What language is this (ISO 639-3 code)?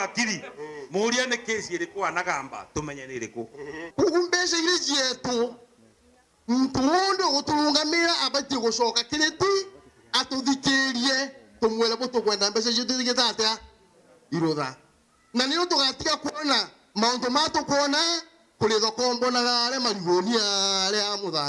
mer